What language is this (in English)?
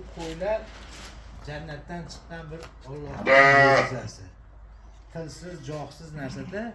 Uzbek